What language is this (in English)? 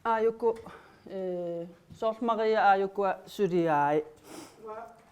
Kalaallisut